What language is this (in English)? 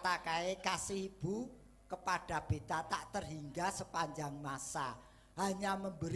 Javanese